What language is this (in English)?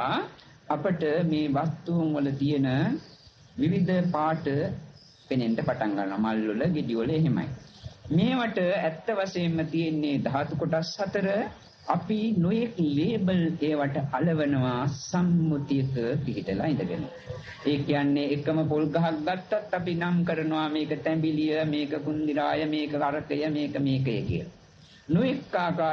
Sinhala